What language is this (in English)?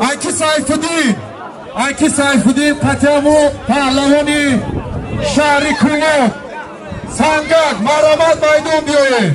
Tajik